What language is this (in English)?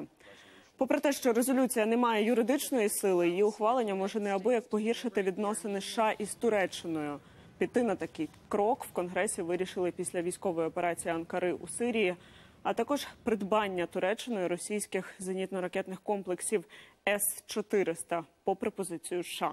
Ukrainian